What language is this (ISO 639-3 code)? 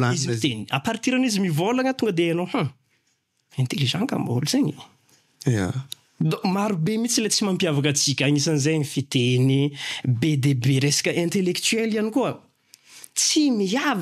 mlg